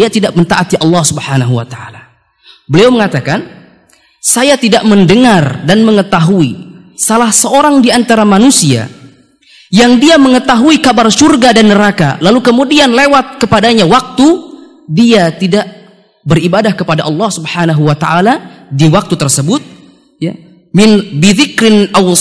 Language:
Indonesian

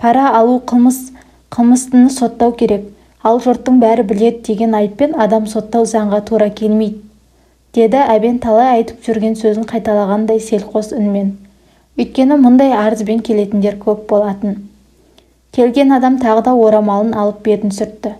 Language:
Kazakh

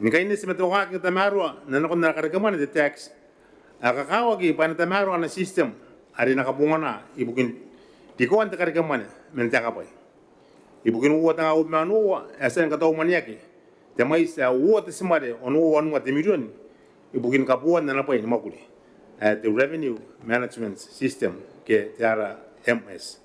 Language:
Gilbertese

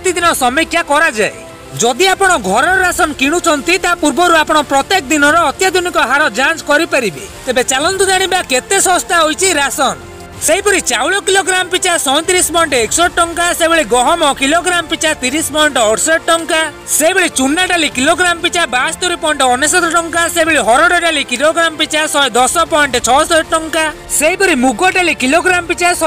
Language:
Odia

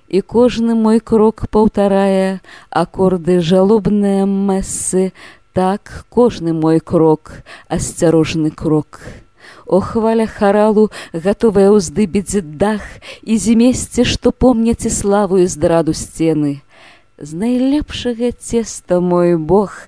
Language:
Belarusian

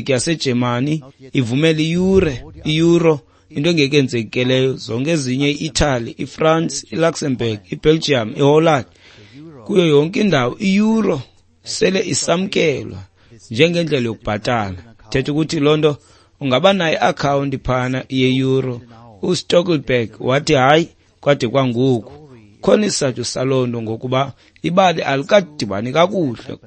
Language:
Xhosa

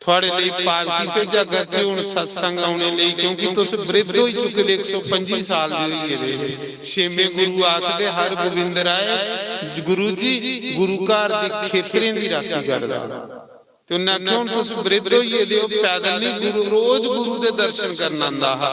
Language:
Dogri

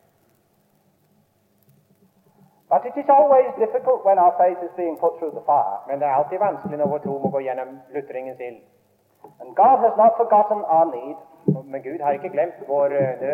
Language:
Norwegian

